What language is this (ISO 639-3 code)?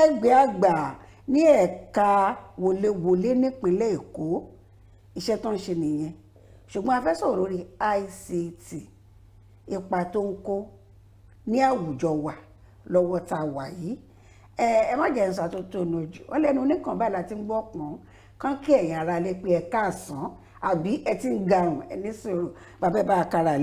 yor